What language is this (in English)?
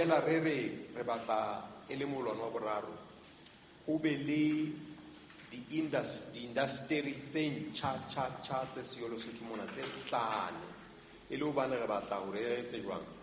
Southern Sotho